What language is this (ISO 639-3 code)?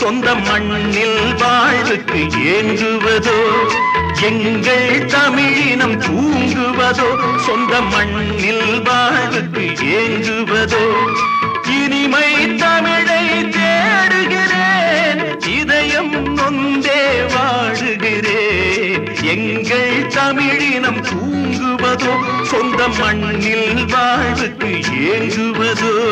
tam